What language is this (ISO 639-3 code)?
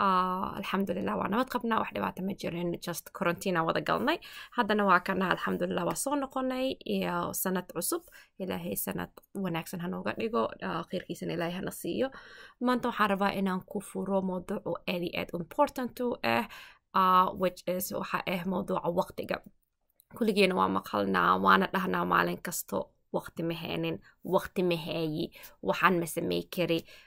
som